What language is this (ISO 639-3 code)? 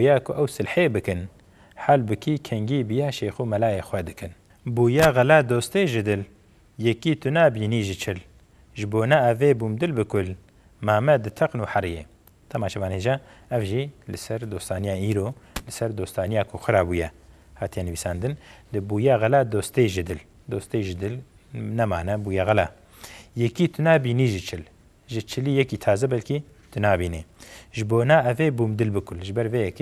kur